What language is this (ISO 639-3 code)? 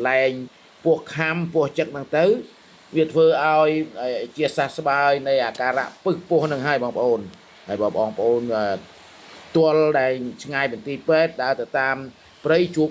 khm